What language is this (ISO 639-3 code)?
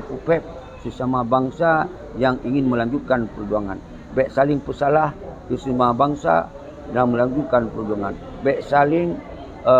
ace